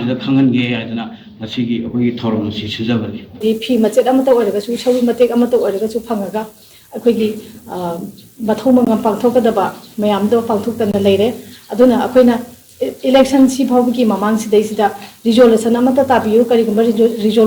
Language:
Manipuri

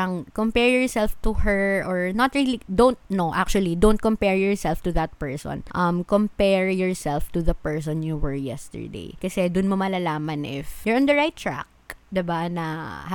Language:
Filipino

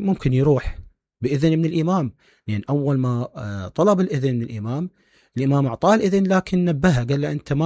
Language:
Mesopotamian Arabic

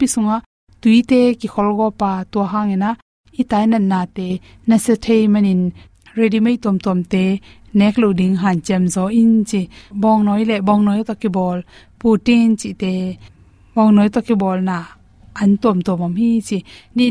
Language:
Tedim Chin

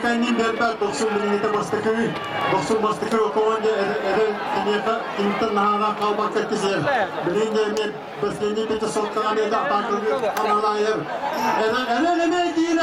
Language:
Yakut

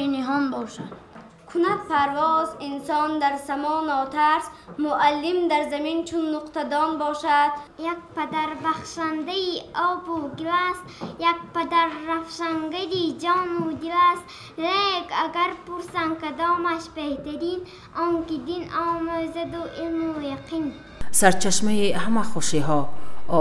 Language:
Tajik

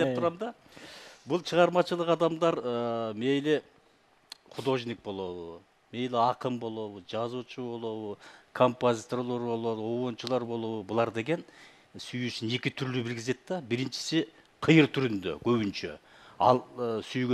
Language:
Kyrgyz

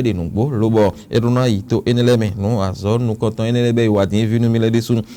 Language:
Fon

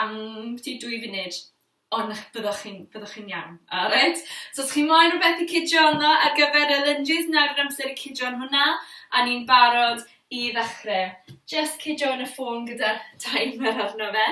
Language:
Welsh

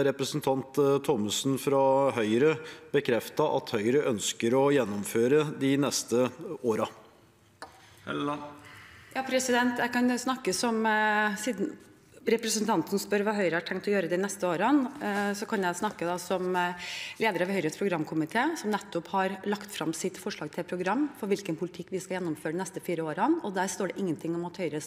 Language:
Norwegian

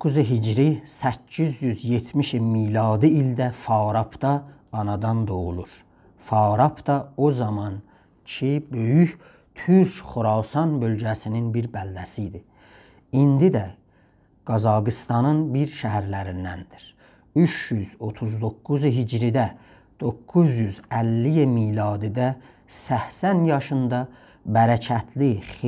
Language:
South Azerbaijani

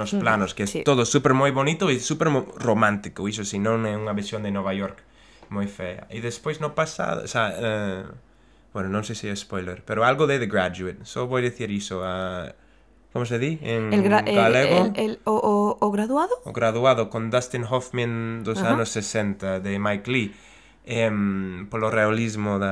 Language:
Galician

